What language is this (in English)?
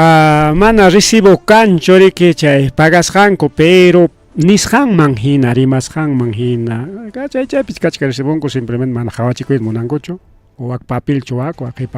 Ayacucho Quechua